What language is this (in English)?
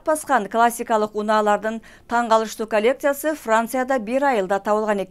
Kyrgyz